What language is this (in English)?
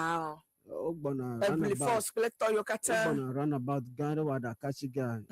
Ewe